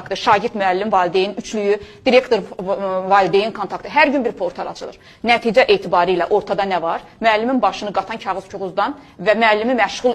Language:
Azerbaijani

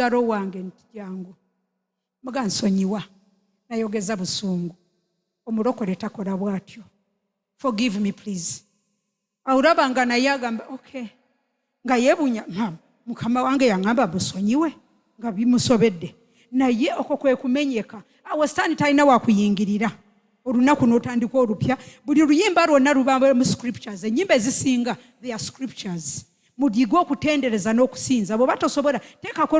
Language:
Ganda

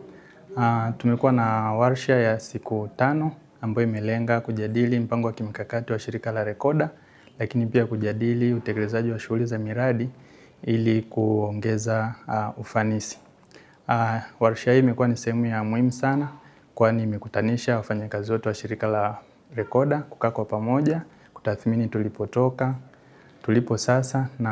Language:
Swahili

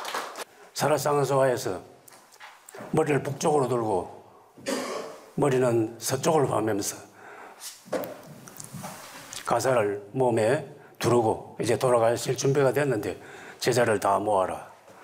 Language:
Korean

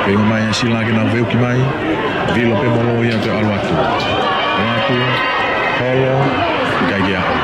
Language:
Tongan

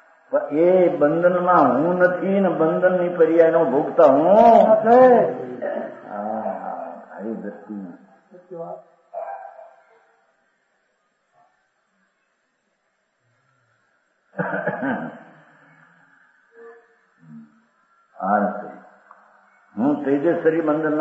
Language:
Gujarati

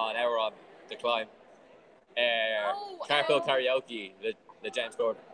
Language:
Irish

